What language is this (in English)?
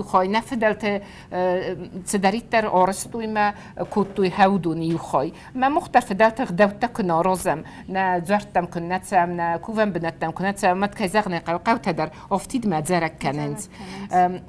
Ossetic